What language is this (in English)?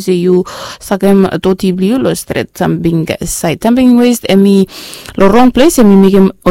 Bislama